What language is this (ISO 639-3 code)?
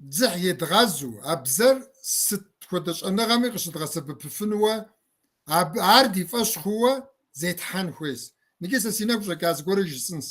kbd